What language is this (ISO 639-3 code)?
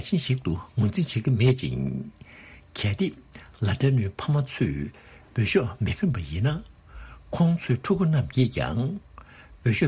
bod